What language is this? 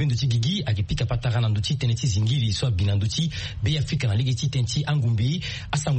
Sango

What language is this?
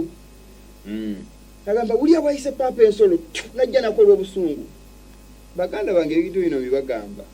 Ganda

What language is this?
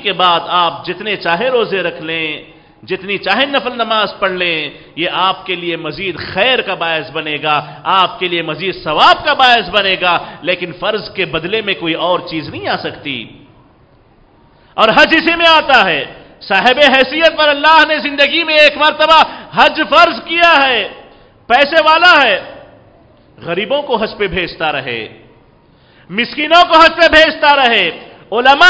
Urdu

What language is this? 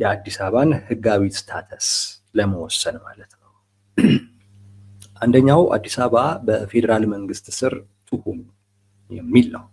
Amharic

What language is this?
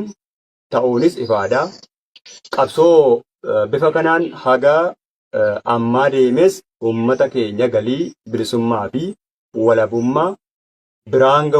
Oromo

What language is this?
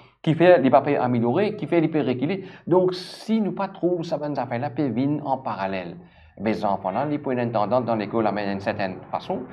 Morisyen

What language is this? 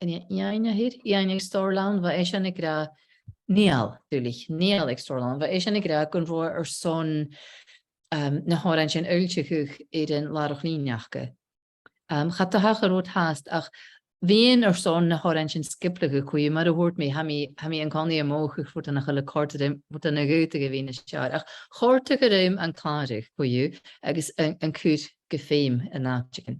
Scottish Gaelic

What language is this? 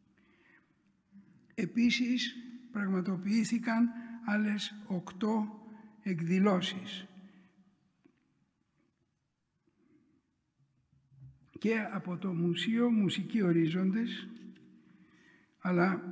Greek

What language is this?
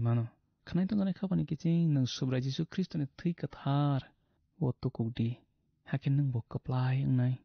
Kok Borok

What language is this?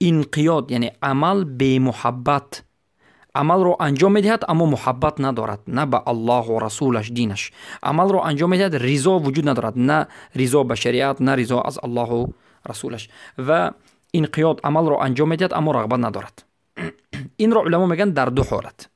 Persian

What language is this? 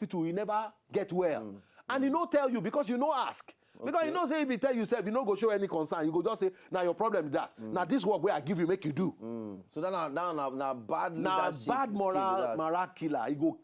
Nigerian Pidgin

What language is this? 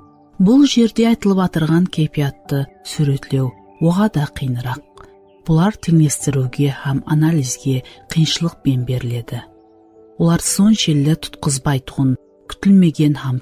Kara-Kalpak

